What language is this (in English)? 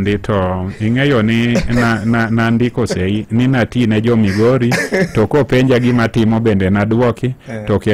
Luo (Kenya and Tanzania)